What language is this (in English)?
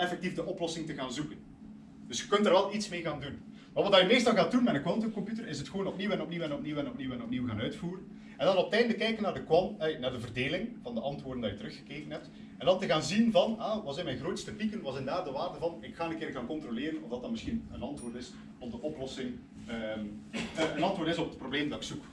Dutch